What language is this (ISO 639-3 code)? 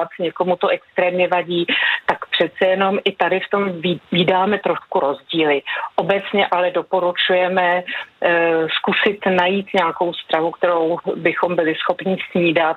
ces